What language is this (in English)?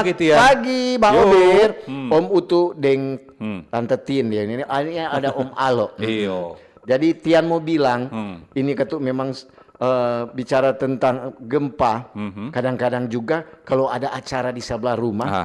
Manado Malay